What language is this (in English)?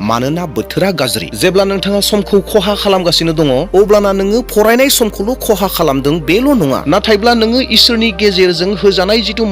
Bodo